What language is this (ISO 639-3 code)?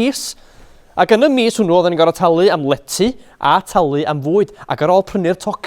cym